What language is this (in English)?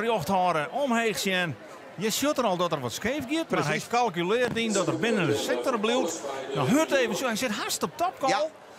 Western Frisian